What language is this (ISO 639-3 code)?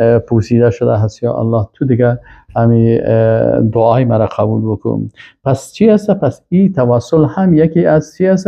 fas